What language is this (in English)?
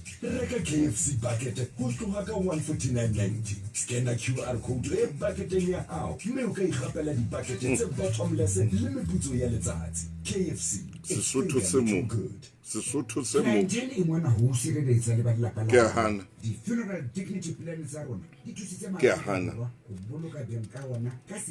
Southern Sotho